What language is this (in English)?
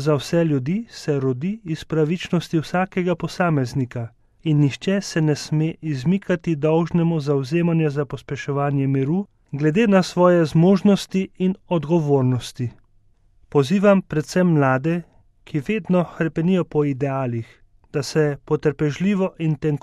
Slovenian